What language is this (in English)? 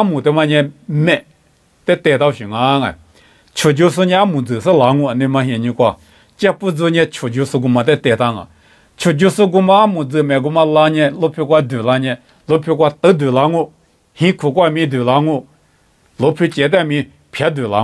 Lisu